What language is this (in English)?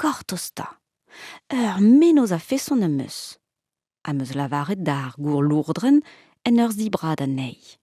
Breton